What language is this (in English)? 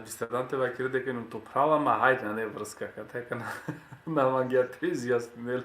Balkan Romani